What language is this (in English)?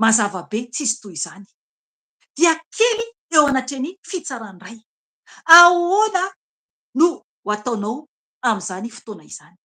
Malagasy